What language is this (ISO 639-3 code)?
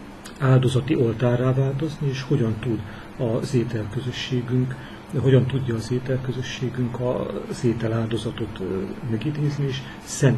hun